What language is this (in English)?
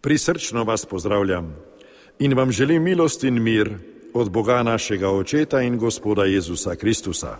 Slovenian